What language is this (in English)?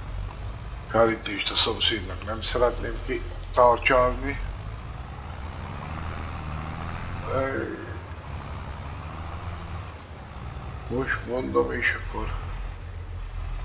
Hungarian